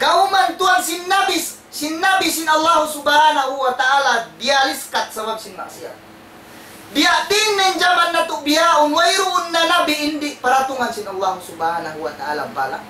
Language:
Tausug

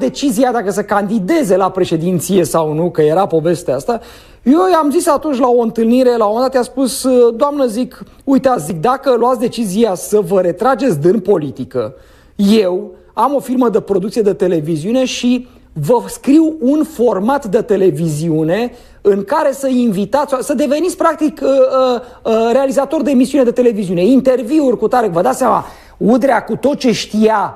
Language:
Romanian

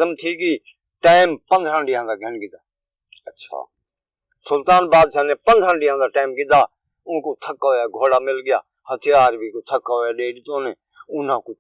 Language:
Saraiki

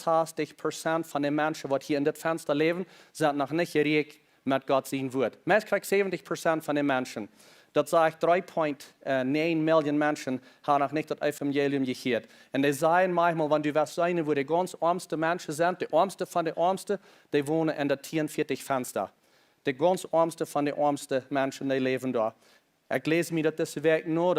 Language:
Plautdietsch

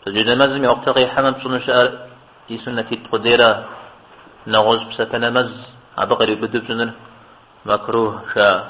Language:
Kabardian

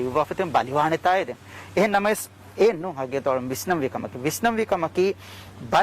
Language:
Divehi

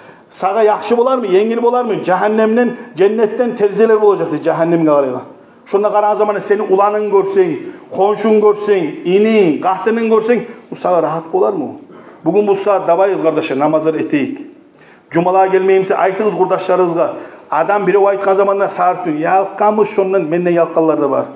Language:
Kumyk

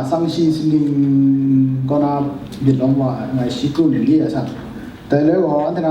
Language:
Kachin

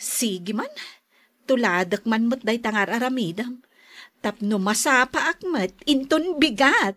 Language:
Iloko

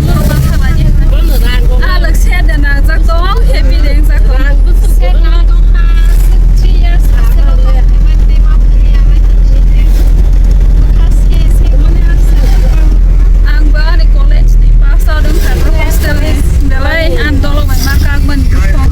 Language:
Kok Borok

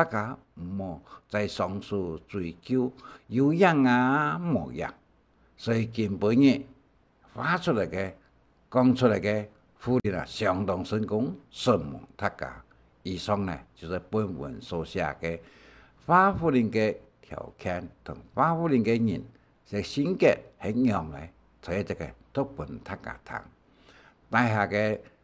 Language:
Hakka Chinese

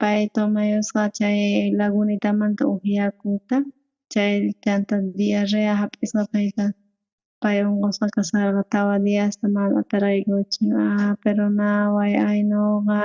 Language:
South Bolivian Quechua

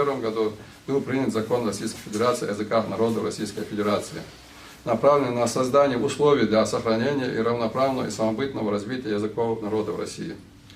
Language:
Ingush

